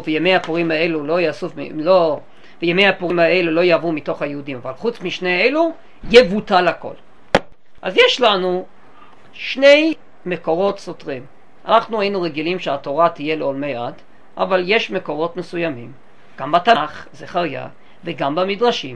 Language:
Hebrew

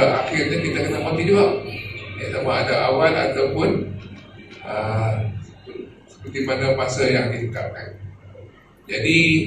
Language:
Malay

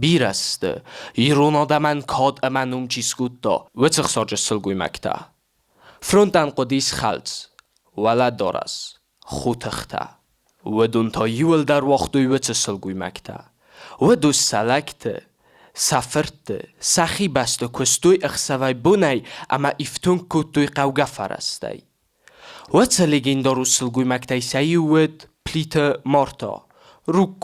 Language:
Ossetic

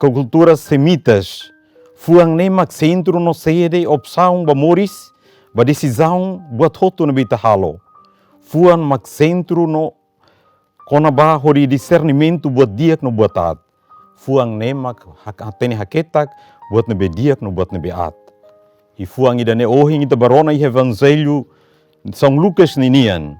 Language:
Tetum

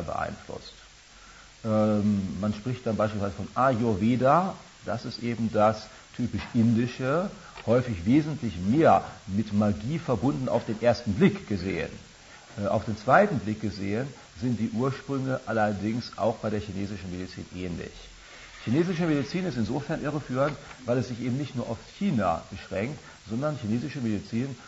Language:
German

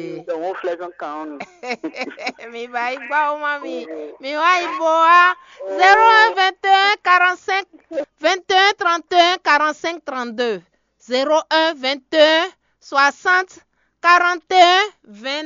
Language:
Fon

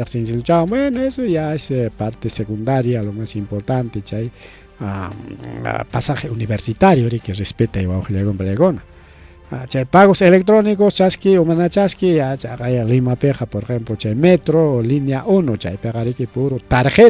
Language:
Ayacucho Quechua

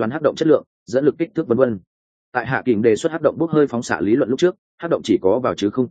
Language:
Vietnamese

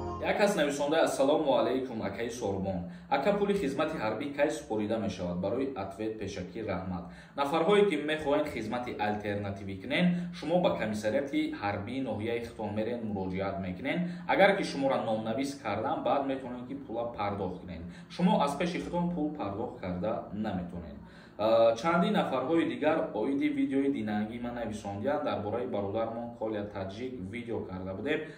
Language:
Tajik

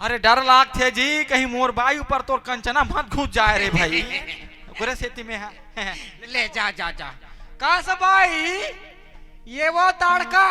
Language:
Chhattisgarhi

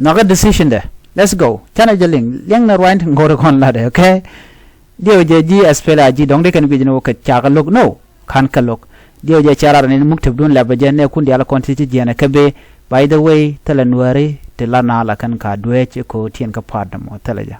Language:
Nuer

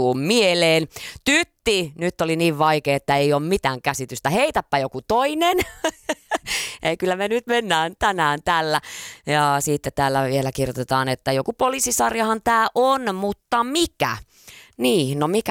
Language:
Finnish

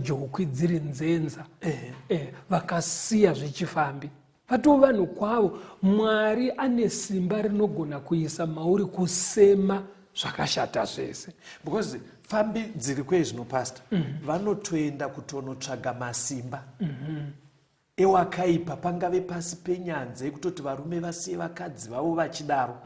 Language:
Shona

